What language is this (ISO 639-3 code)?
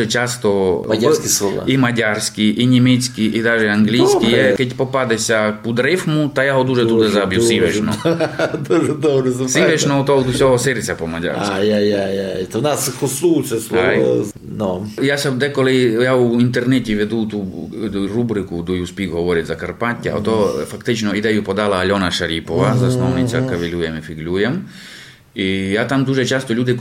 rue